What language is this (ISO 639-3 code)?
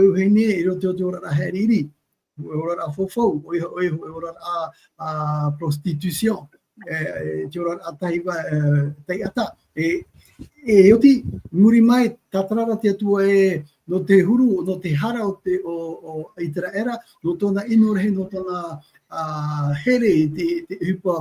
tah